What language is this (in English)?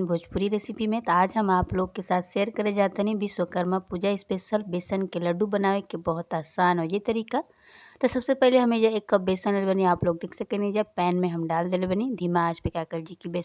Bhojpuri